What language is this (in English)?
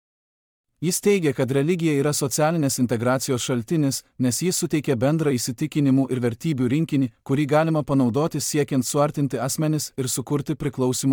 Lithuanian